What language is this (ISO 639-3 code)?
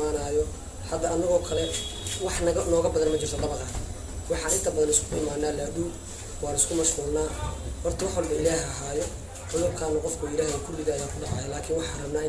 som